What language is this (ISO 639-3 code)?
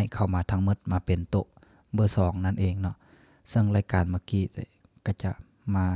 lao